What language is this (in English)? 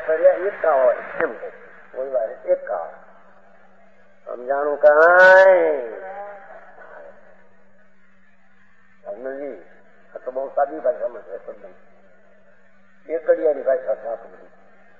Gujarati